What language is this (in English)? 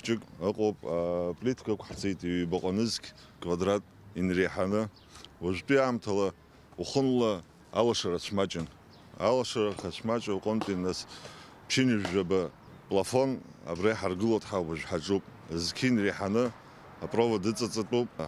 Abkhazian